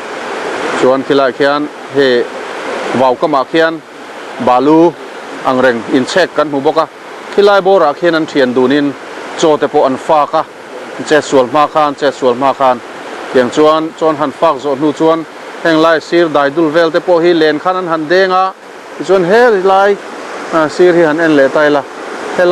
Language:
Mizo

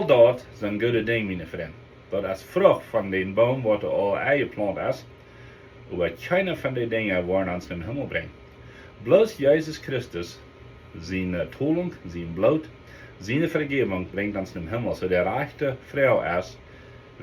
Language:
Plautdietsch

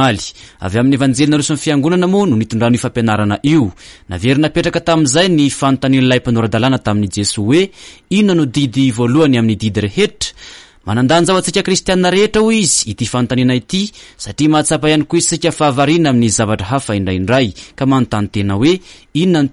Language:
Malagasy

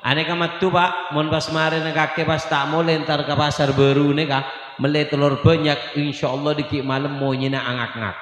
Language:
Madurese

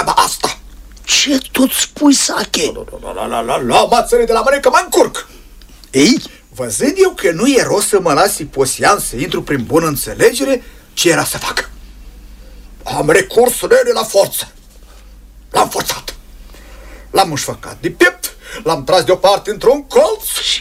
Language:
Romanian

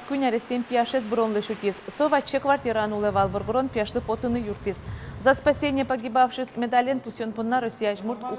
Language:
Udmurt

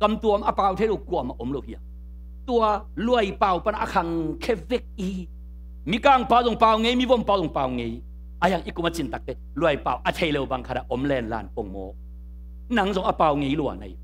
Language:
Tedim Chin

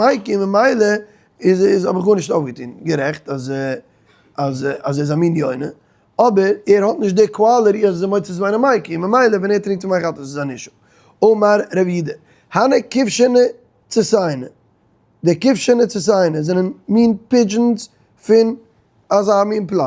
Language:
Yiddish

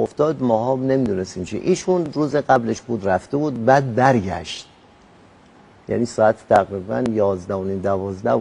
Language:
Persian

